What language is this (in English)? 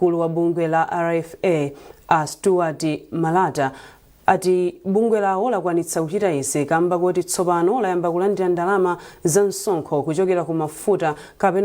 Nyanja